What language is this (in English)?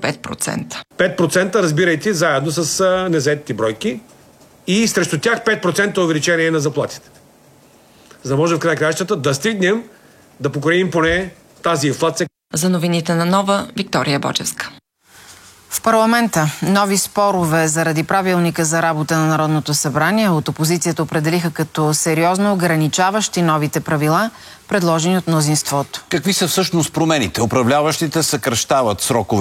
Bulgarian